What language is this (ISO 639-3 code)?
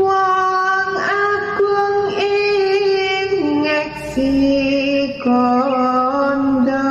jav